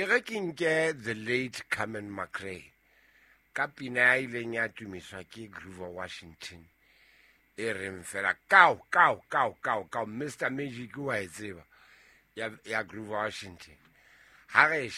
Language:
Southern Sotho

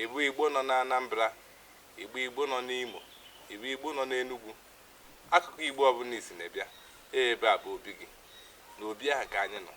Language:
Igbo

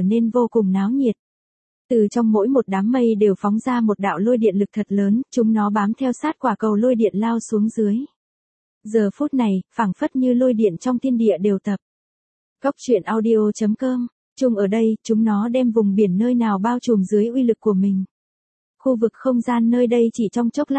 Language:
Vietnamese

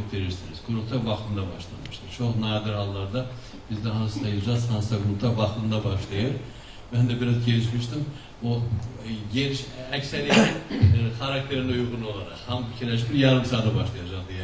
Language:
Azerbaijani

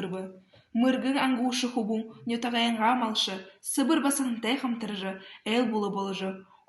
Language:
Buriat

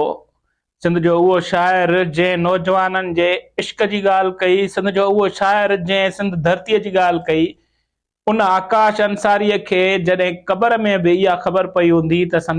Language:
Sindhi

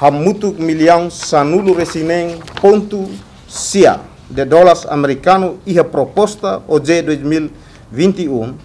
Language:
Tetum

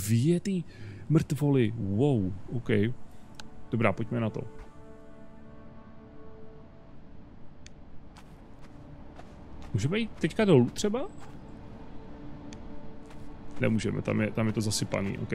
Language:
Czech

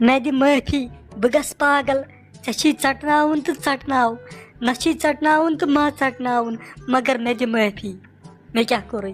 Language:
Kashmiri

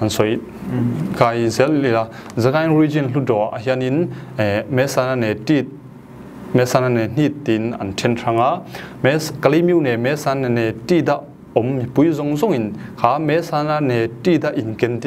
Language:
Falam Chin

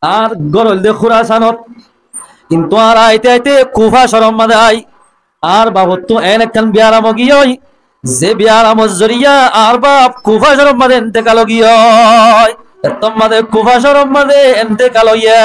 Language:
Rohingya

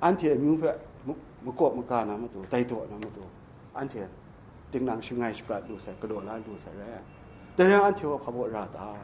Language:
Kachin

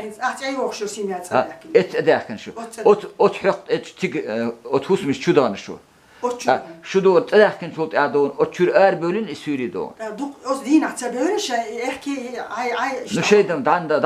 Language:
Chechen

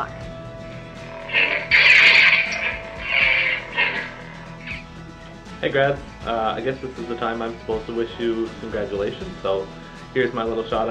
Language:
English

